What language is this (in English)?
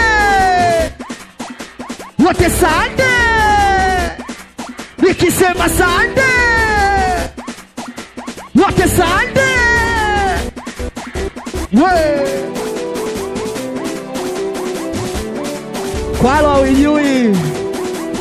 Swahili